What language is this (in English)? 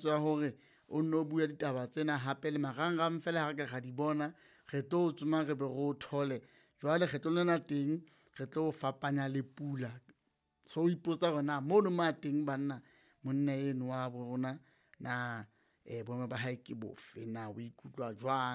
Southern Sotho